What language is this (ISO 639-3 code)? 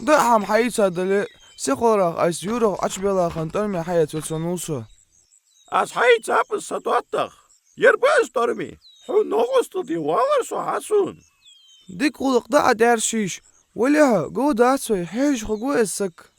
inh